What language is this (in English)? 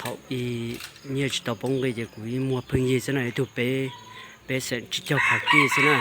Hmong